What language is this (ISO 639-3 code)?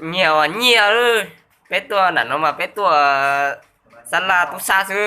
hmn